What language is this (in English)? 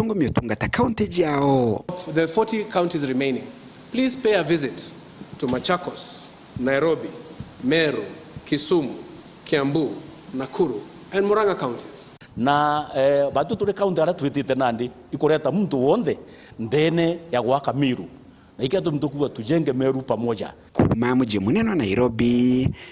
Meru